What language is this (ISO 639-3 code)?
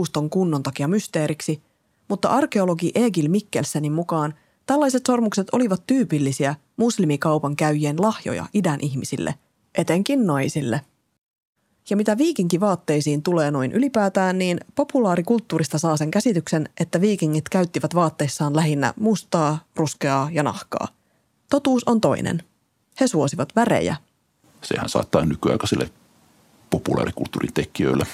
fin